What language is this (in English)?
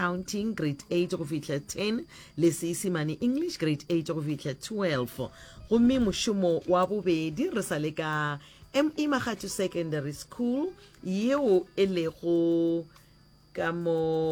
Northern Sotho